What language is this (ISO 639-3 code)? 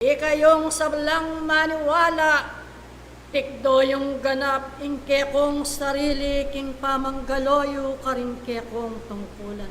pam